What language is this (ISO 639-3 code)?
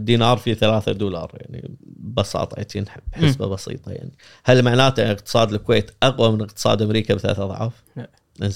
afb